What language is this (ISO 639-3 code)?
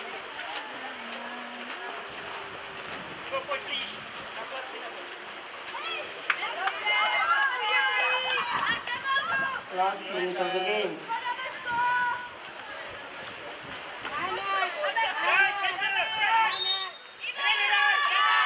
ces